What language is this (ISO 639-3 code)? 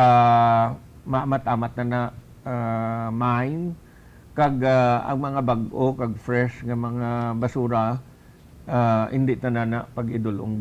hil